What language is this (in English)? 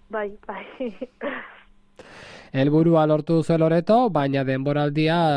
Basque